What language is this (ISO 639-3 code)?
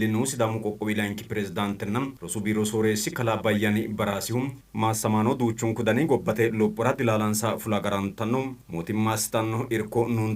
sid